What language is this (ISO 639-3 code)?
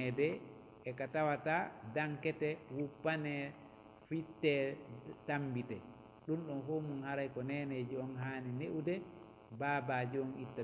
ful